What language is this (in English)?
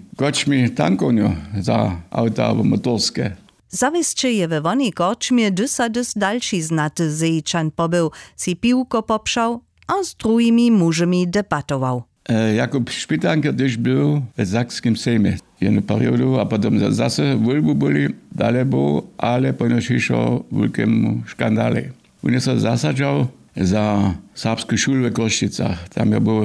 Upper Sorbian